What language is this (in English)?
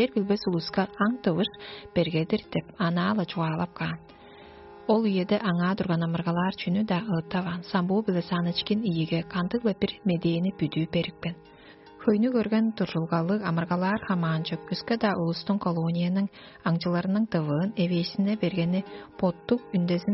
Tuvinian